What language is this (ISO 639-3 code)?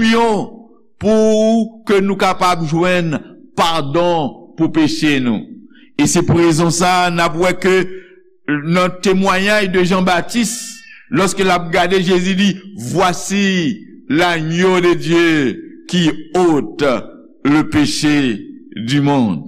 hat